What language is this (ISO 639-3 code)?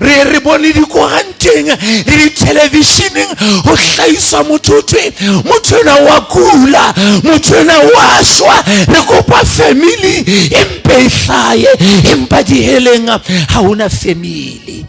sot